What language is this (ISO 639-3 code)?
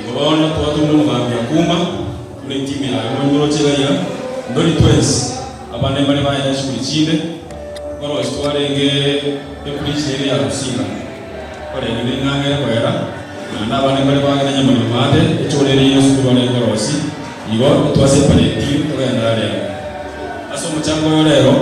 guz